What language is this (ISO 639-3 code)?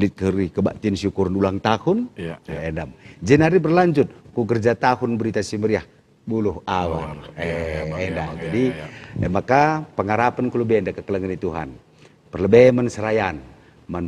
btx